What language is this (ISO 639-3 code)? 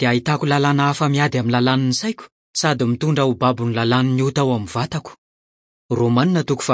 mlg